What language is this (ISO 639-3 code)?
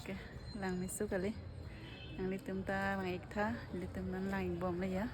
mjw